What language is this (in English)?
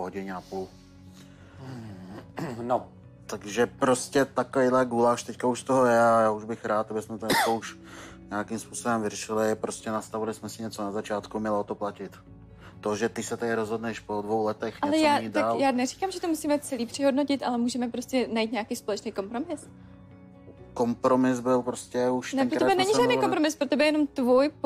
Czech